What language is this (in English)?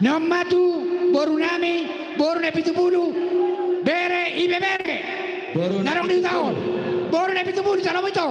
Batak Toba